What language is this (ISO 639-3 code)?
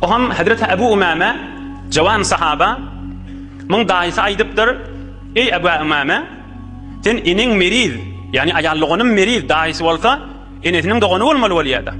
tuk